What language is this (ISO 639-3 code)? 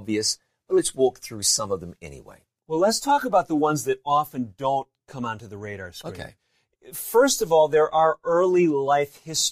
eng